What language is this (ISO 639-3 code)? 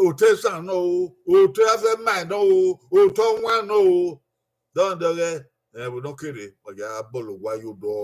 bin